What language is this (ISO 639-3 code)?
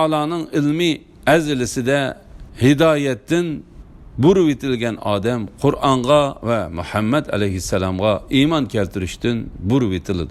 uig